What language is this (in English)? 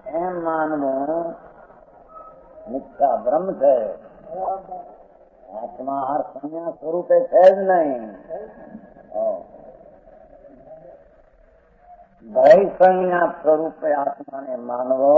Gujarati